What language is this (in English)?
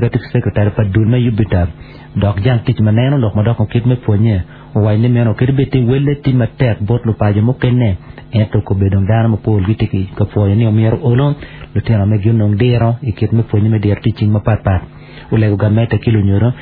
Acoli